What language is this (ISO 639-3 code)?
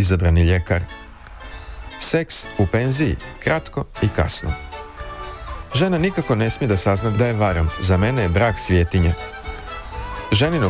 srp